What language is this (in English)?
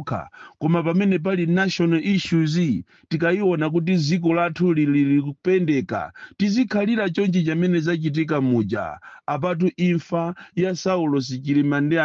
Nyanja